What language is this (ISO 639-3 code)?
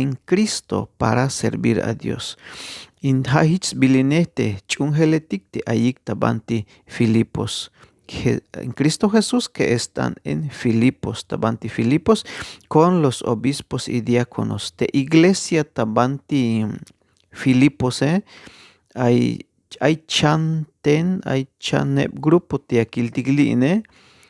tzh